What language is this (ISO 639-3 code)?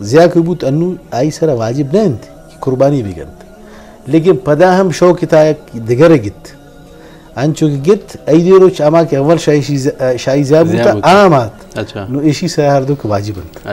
bgp